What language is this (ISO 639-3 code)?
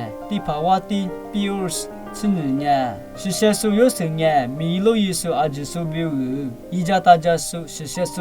lis